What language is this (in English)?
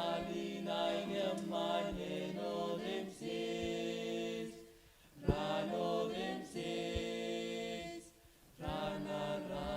Marshallese